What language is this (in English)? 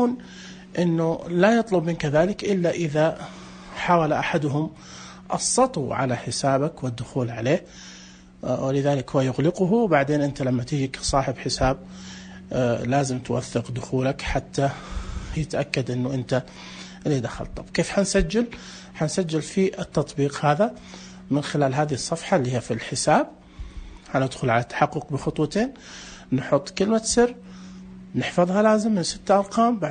Najdi Arabic